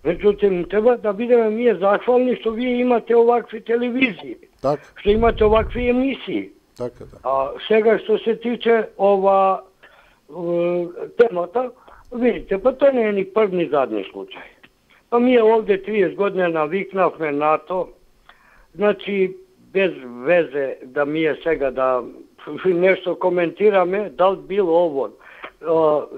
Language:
Macedonian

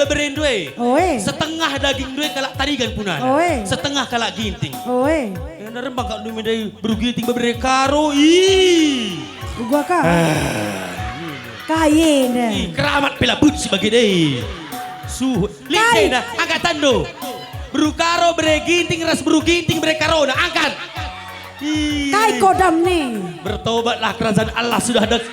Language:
Batak Karo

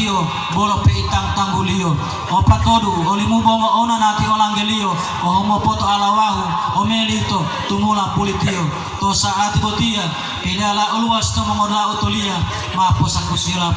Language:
Gorontalo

